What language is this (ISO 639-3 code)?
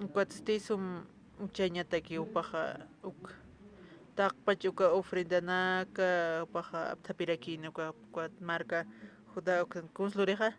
aym